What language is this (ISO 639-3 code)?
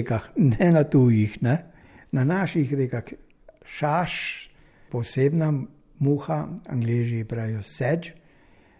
slv